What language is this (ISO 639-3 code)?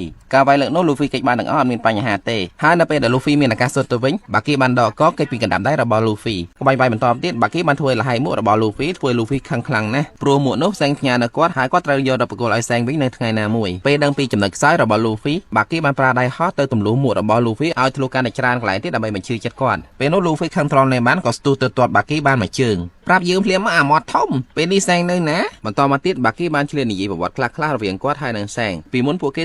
khm